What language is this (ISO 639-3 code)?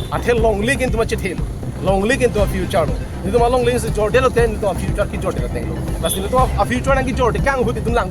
mjw